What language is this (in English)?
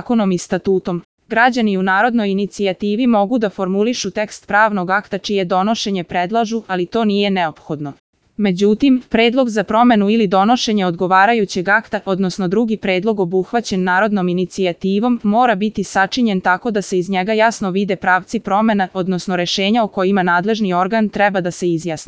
Serbian